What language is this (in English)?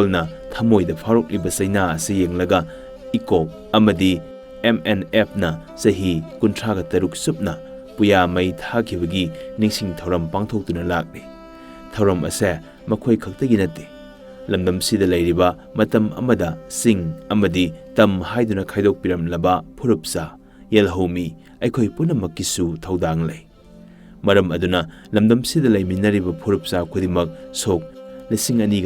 Manipuri